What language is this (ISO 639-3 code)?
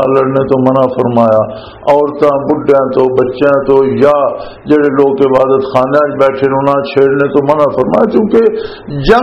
lah